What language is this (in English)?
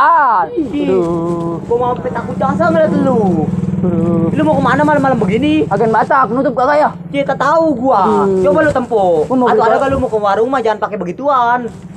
Betawi